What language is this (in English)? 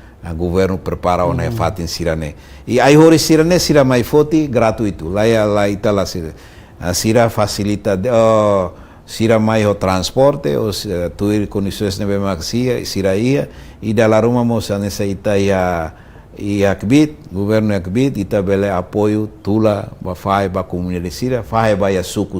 Tetum